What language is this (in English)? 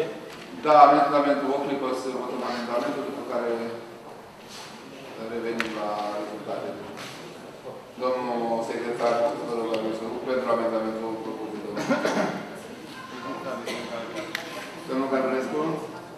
Romanian